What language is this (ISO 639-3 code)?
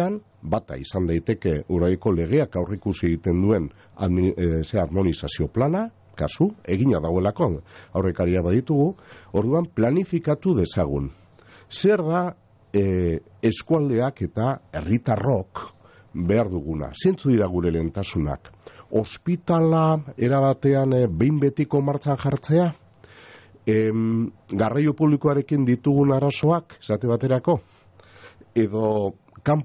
eus